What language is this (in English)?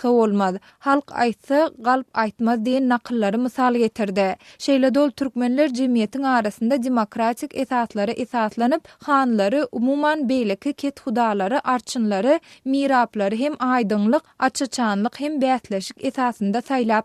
Turkmen